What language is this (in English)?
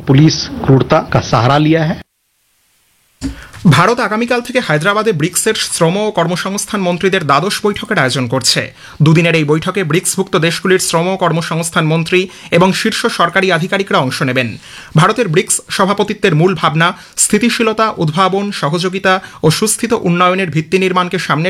Bangla